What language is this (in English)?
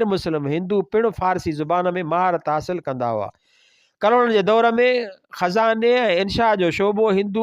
Sindhi